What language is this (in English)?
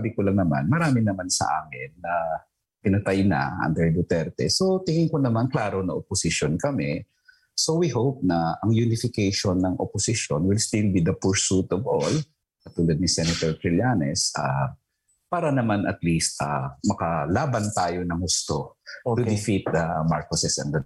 Filipino